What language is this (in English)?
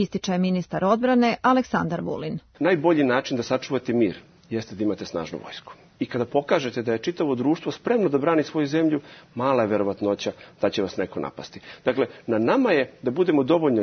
Serbian